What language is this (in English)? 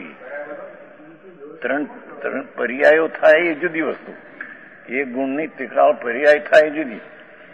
Gujarati